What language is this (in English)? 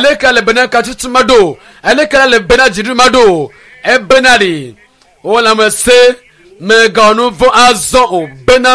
Ewe